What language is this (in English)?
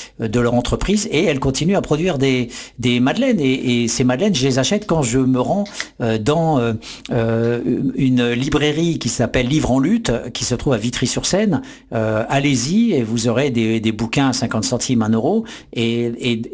French